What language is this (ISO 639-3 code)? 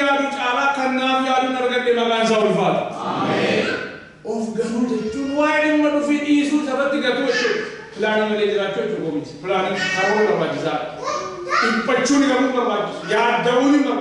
orm